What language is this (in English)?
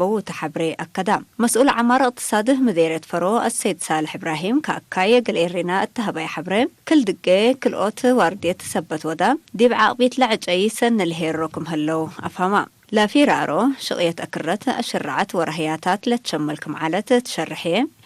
Tigre